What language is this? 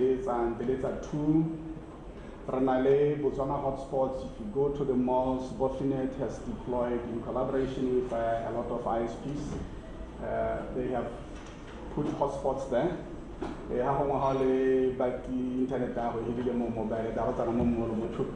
Tswana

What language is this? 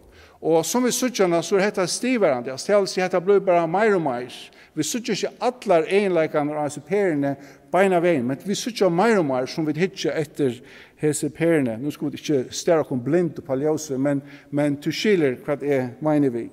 Faroese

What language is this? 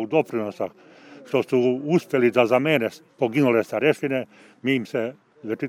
Serbian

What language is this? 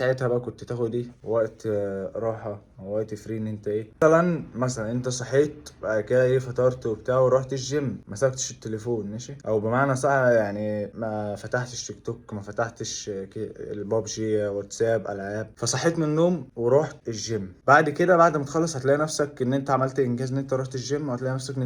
Egyptian Arabic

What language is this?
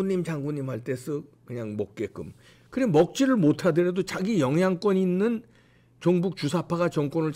Korean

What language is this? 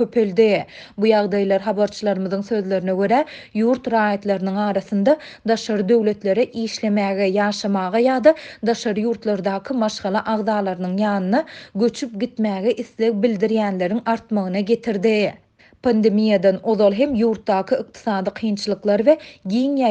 Turkmen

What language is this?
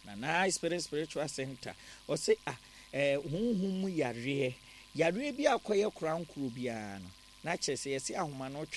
Akan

